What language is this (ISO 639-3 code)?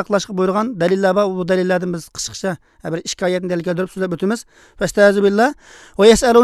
uig